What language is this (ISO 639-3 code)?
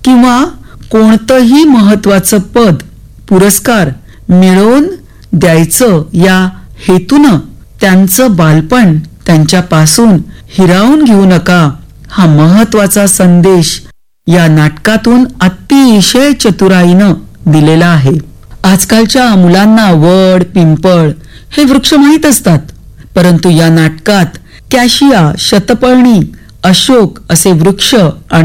mar